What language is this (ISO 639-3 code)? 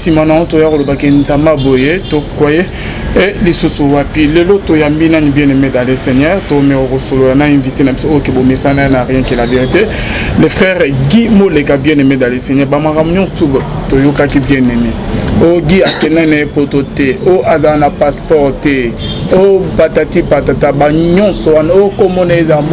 lin